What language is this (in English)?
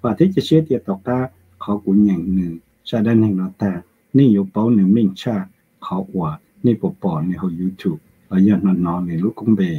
Hmong